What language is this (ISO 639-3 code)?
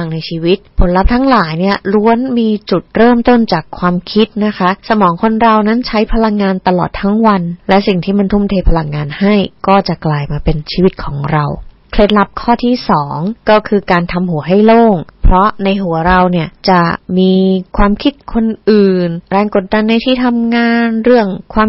tha